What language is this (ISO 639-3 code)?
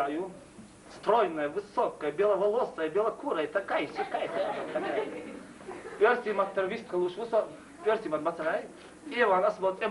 che